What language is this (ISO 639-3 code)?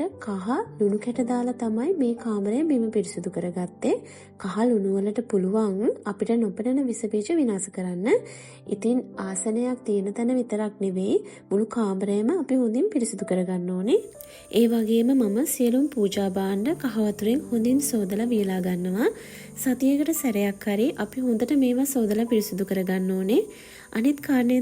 sin